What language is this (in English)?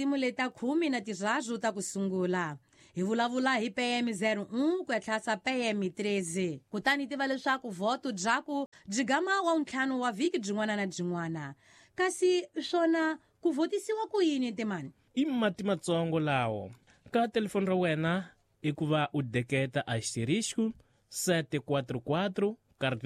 Tsonga